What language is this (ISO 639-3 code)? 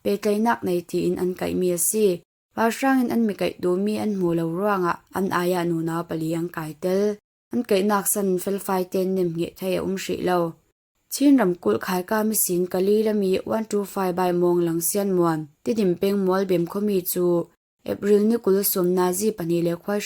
cfm